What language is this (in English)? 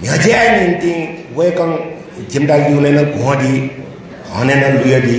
Newari